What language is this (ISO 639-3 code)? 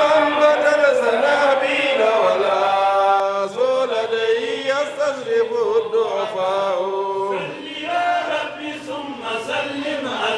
ful